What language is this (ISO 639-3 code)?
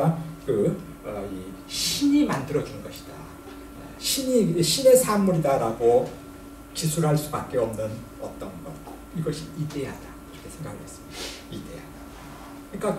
kor